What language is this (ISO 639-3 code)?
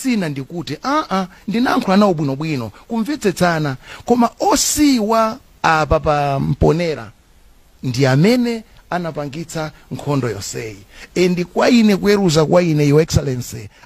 nya